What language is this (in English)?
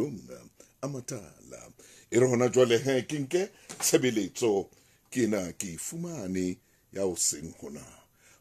Southern Sotho